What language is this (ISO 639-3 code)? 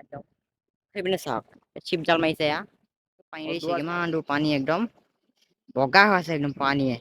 asm